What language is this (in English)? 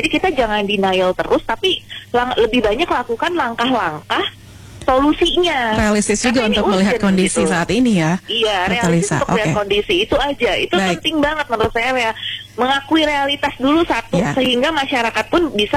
Indonesian